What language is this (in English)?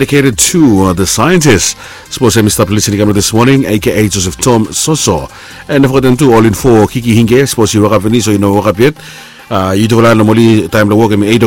Bislama